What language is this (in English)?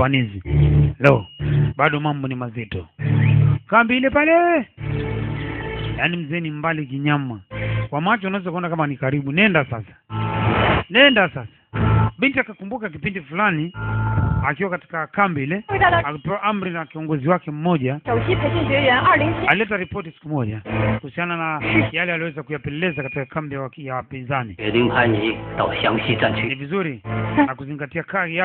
Swahili